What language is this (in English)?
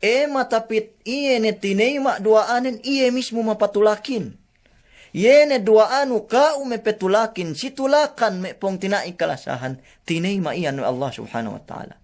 Yakan